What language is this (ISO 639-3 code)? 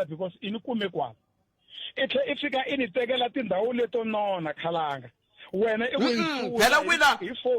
tso